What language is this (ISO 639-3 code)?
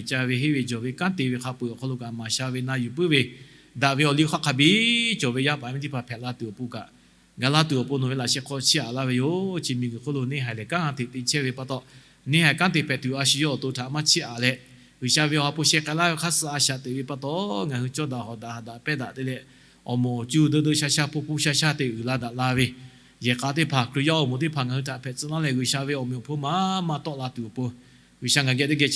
lhu